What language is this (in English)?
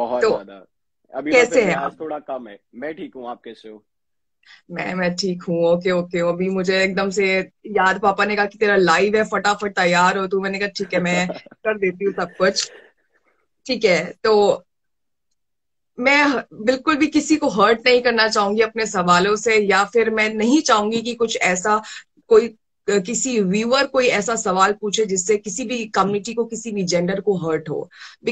Hindi